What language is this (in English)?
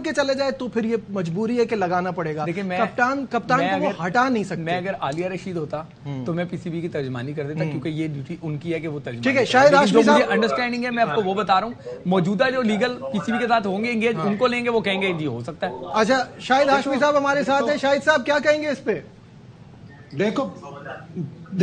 Urdu